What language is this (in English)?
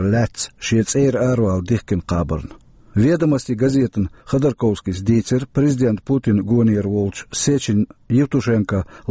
Chechen